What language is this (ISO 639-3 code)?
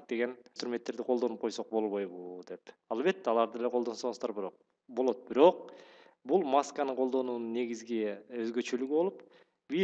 kir